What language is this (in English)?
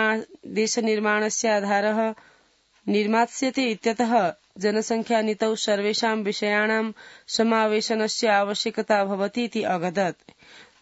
Sanskrit